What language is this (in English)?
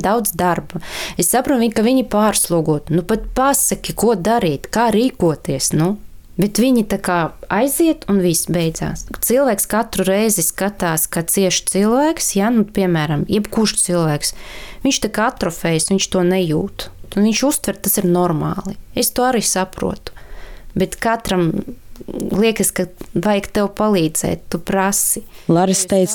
Latvian